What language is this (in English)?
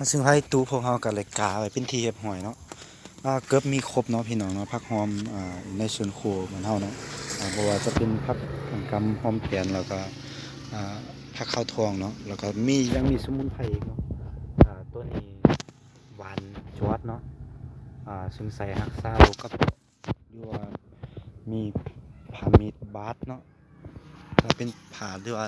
Lao